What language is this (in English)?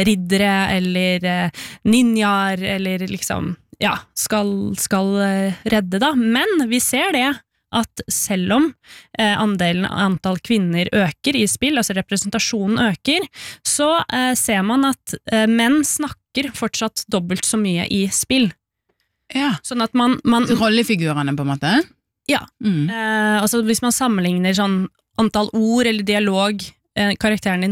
Norwegian